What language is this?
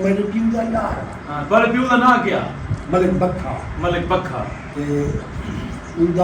Saraiki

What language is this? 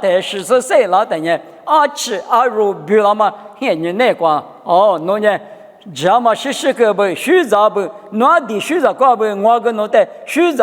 Lisu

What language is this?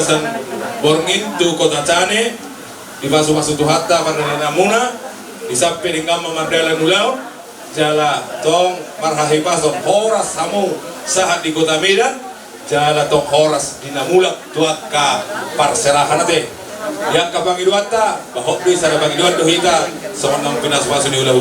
Batak Toba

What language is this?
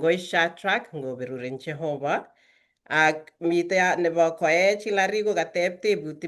Kalenjin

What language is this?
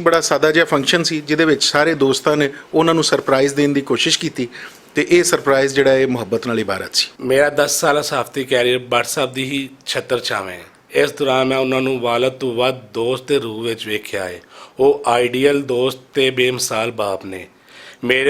Western Panjabi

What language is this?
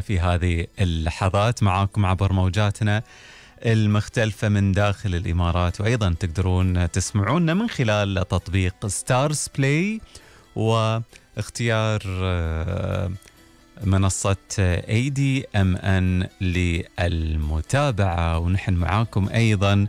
Gulf Arabic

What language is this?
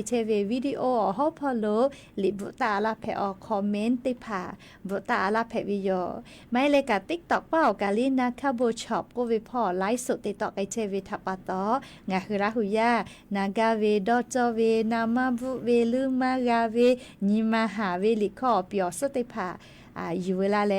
Lahu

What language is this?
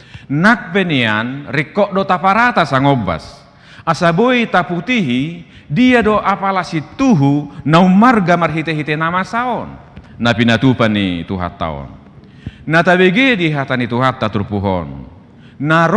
Batak Toba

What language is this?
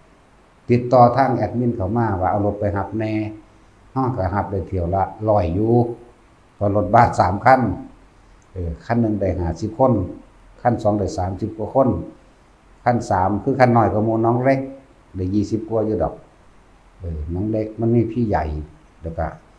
Lao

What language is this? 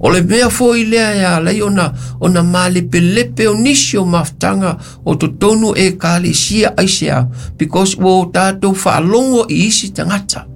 Samoan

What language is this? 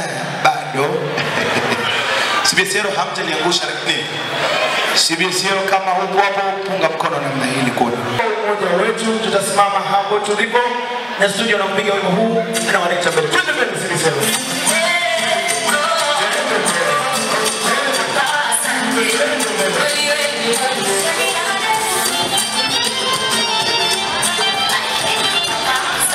Swahili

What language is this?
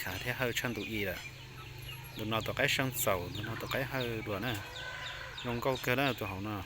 Hmong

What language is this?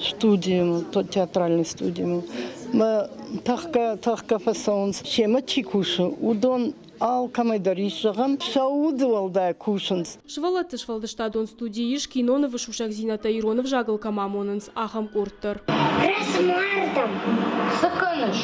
Ossetic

